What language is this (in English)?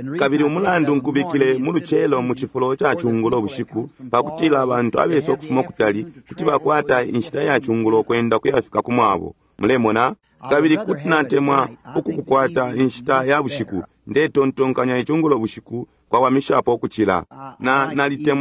Bemba